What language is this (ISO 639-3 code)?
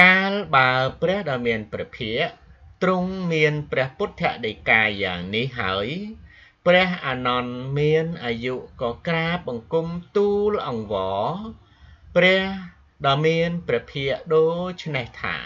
khm